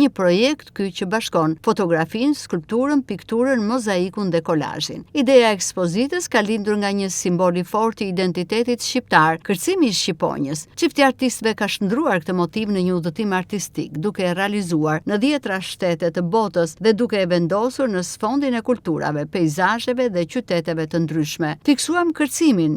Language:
Albanian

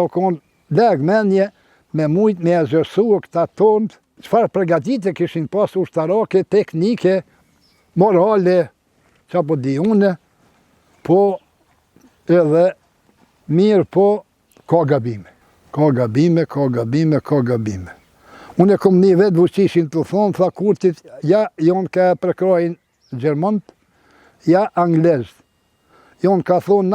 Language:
Albanian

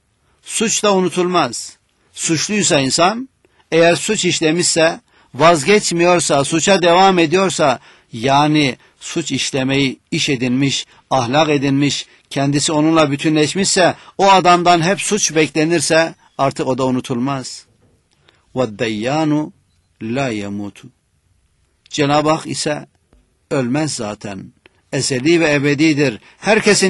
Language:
Turkish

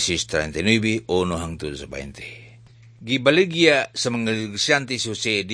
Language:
Cebuano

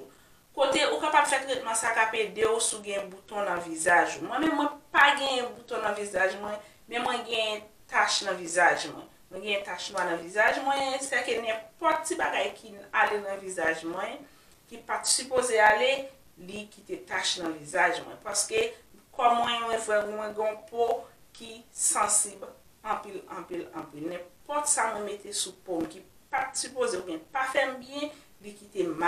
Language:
Haitian Creole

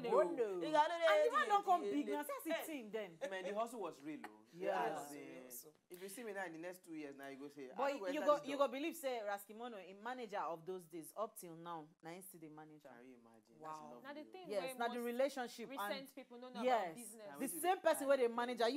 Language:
Nigerian Pidgin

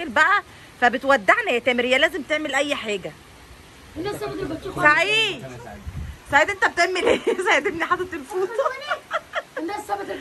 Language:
Egyptian Arabic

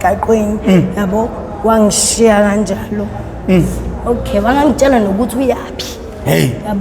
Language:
Zulu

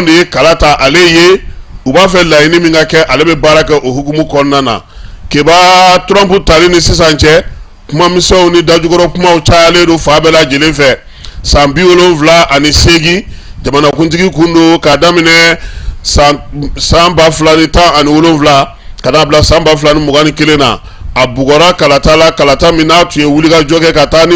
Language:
Bambara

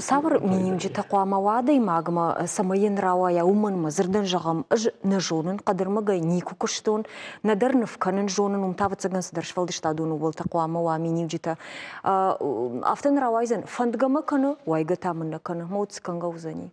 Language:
Ossetic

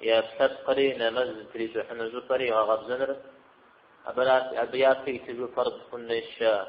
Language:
Kabardian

